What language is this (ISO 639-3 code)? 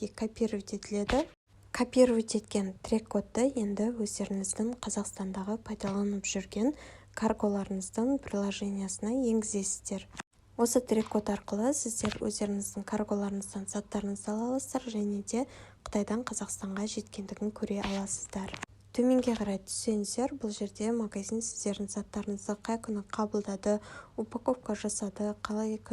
kaz